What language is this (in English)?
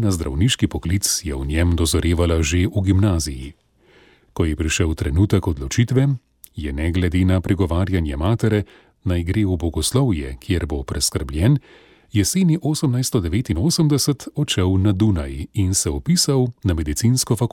Slovenian